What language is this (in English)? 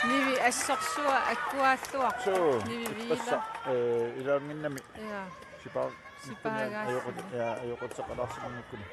Kalaallisut